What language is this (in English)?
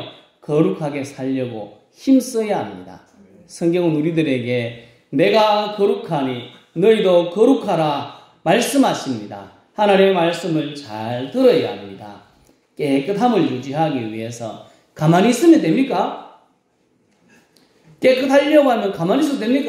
Korean